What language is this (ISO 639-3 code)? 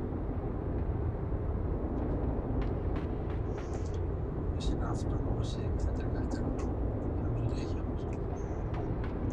ell